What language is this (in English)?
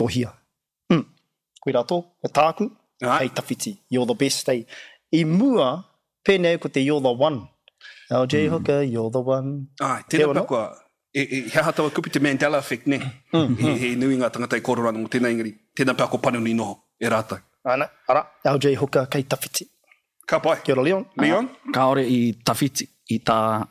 Māori